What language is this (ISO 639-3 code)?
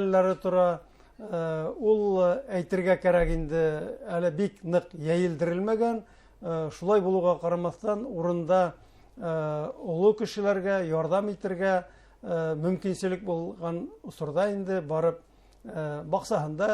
bak